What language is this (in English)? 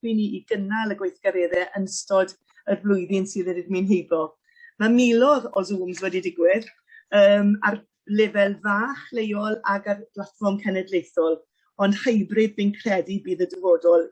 Welsh